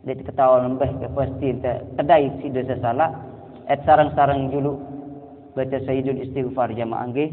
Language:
Sasak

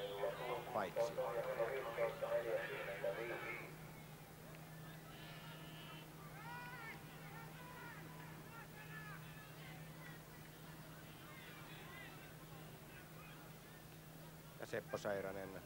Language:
Finnish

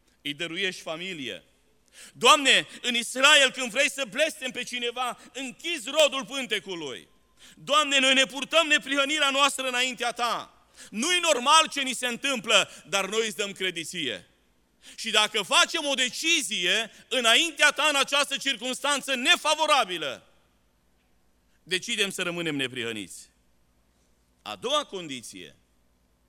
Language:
Romanian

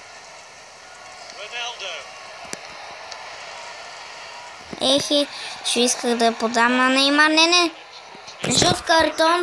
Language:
Bulgarian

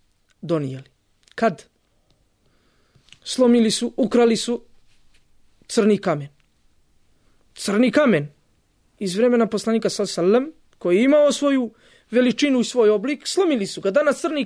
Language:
Bosnian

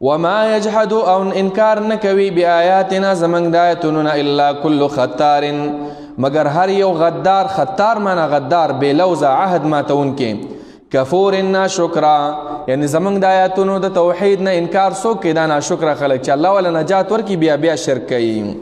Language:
Pashto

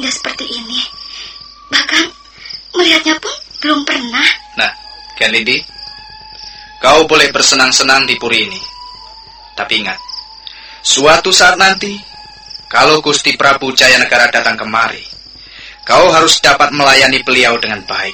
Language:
Indonesian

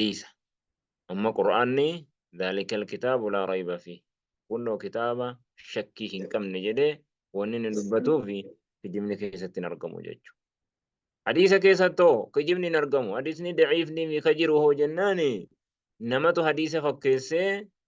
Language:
Oromo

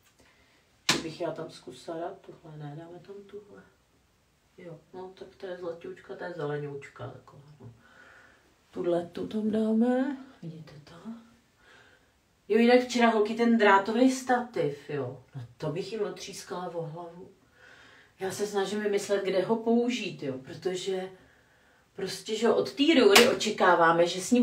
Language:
Czech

